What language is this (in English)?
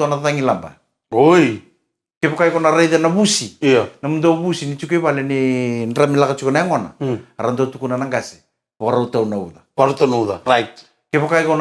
Fijian